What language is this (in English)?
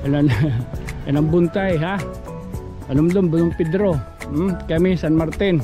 Waray